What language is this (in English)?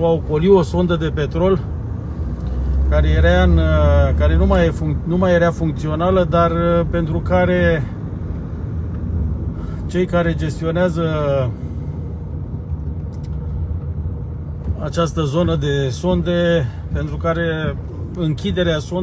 Romanian